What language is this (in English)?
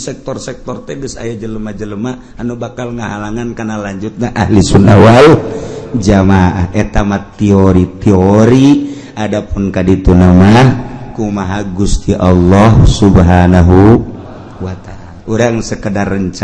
Sundanese